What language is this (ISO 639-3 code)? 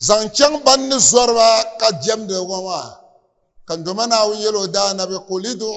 dag